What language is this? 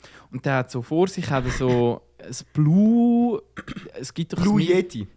Swiss German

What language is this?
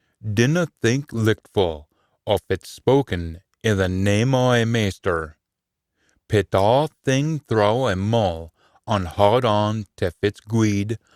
Scots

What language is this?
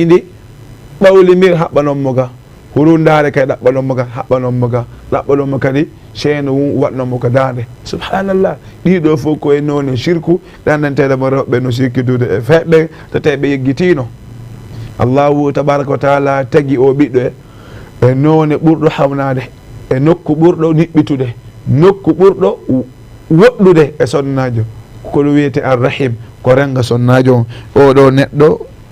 Fula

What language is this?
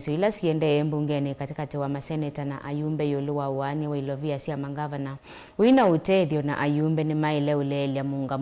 Kamba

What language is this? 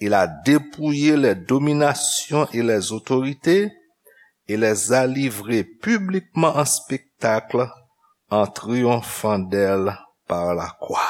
Haitian Creole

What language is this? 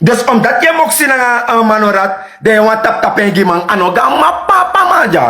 Sranan Tongo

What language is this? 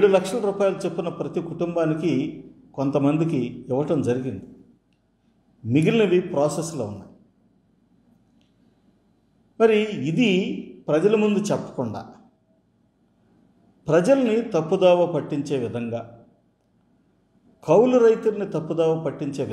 Telugu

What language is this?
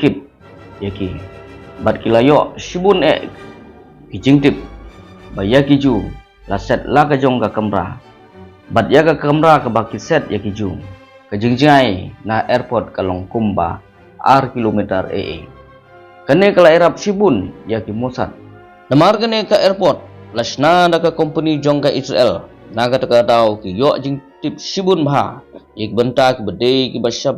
Khasi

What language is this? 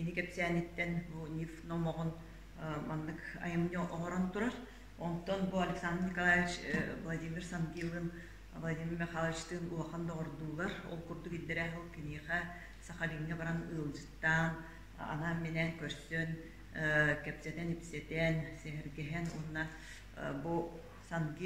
Yakut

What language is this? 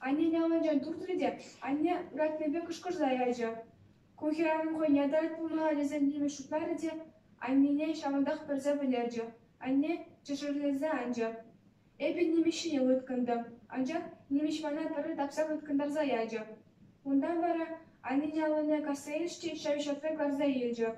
Chuvash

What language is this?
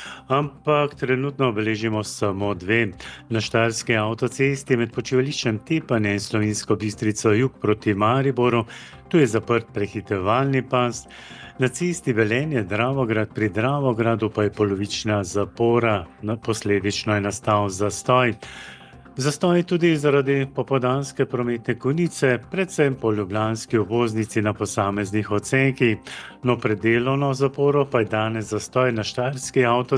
Slovenian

